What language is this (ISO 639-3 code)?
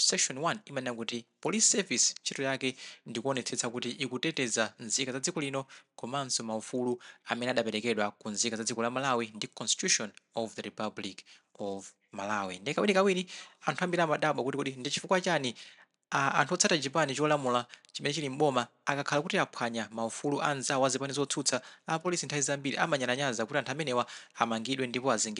nya